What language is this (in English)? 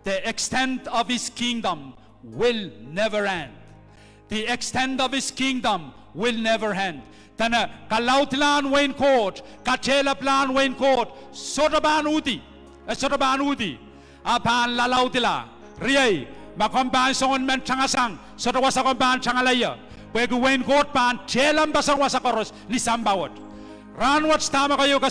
Pohnpeian